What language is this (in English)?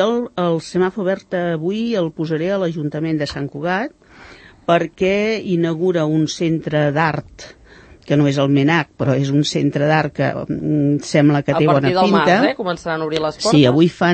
Catalan